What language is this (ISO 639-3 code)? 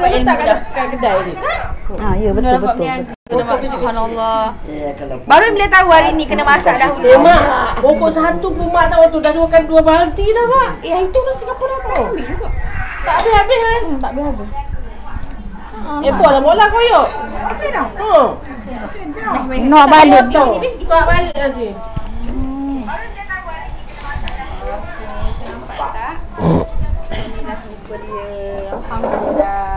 msa